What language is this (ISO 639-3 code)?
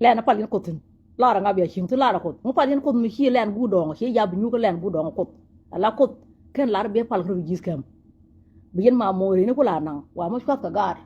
nus